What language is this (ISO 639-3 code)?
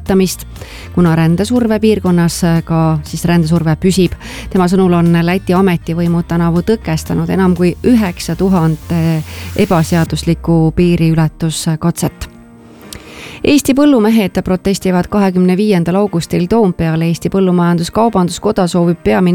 est